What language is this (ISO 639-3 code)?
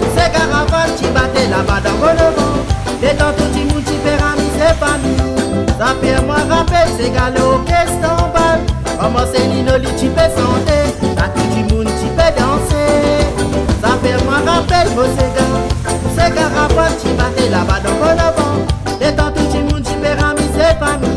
rcf